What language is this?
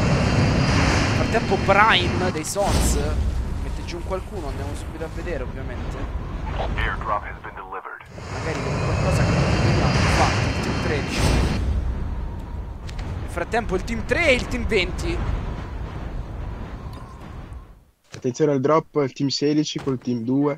Italian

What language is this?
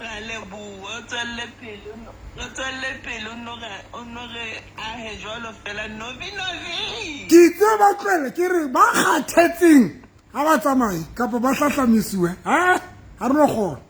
Southern Sotho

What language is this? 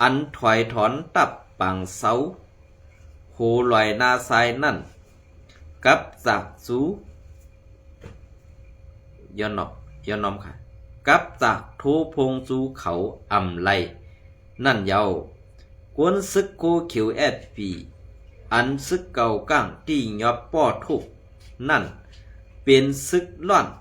Shan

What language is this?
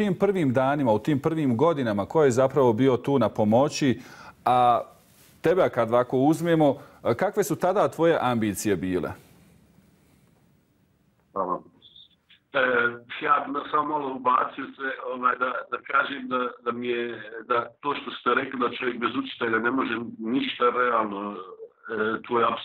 Bosnian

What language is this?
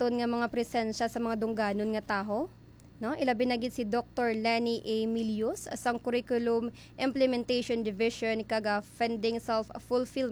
Hiligaynon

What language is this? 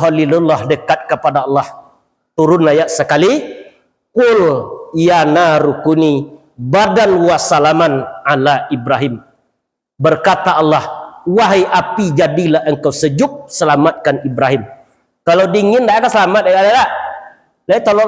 Minangkabau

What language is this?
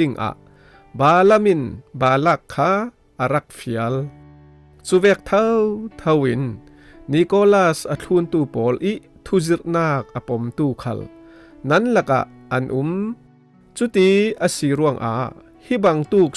Falam Chin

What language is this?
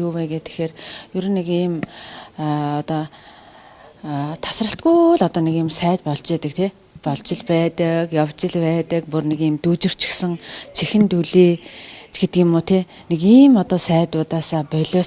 Mongolian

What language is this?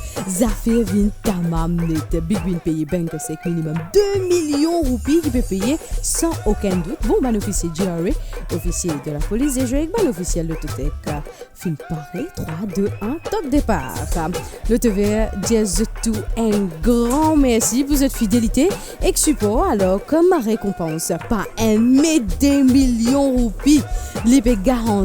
Morisyen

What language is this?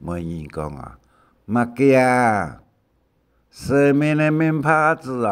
Hakka Chinese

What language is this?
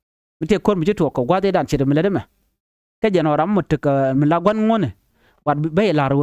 Nuer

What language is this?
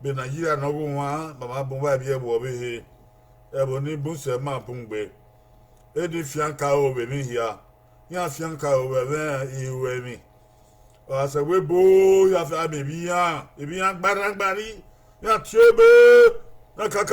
Bini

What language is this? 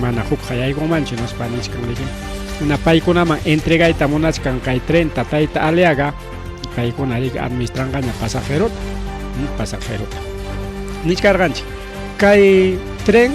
Ayacucho Quechua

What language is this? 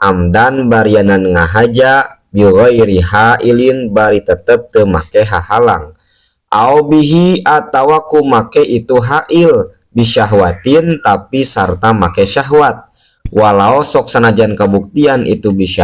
Sundanese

